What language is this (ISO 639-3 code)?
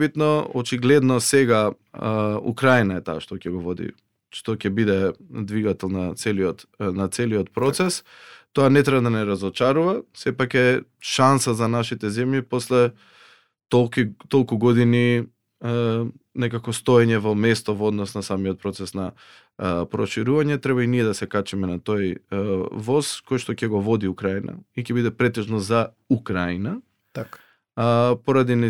mkd